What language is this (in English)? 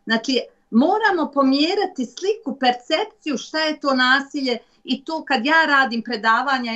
Bosnian